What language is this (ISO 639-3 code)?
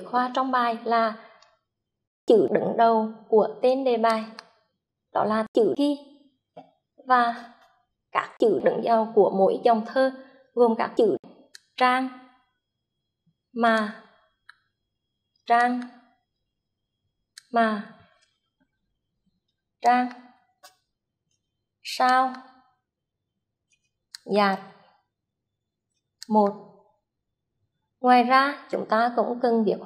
vie